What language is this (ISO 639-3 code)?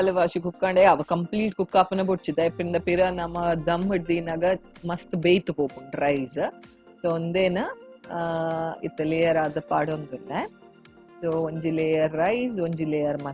tcy